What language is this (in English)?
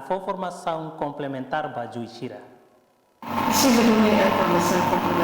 Tetum